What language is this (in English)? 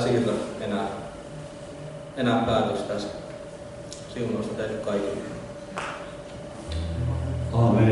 Finnish